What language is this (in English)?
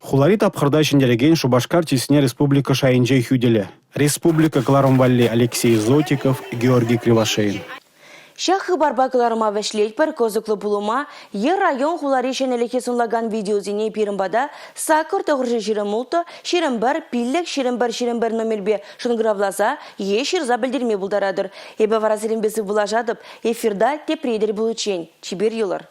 Chuvash